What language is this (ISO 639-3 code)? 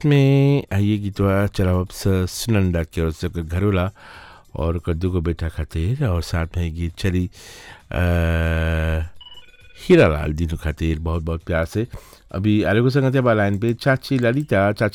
bho